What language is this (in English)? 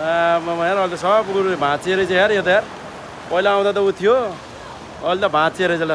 Nepali